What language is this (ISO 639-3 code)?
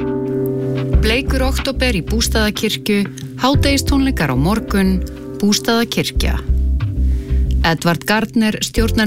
isl